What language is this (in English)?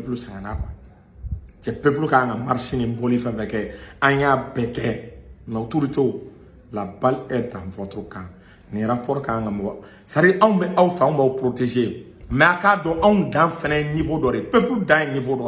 Bambara